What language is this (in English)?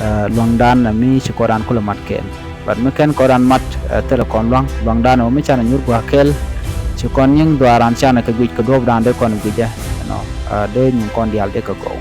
Nuer